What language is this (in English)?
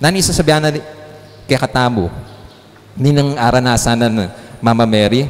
Pampanga